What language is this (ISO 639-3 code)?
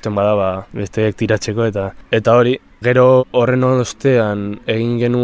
eus